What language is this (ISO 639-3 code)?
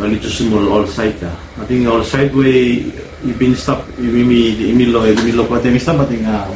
bis